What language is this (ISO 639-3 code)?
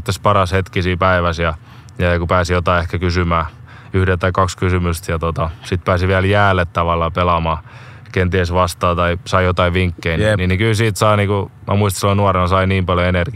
fin